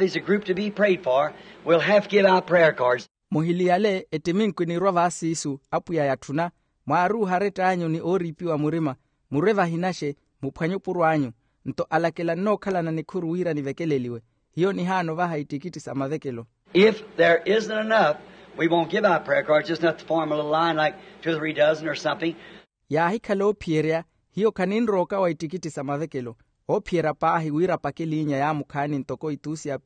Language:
Makhuwa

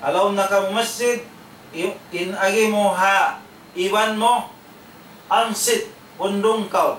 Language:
Tausug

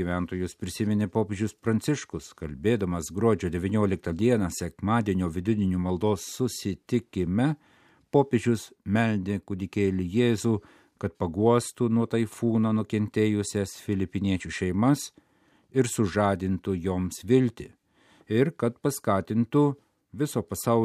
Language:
Lithuanian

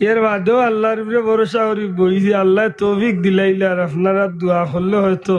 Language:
Sylheti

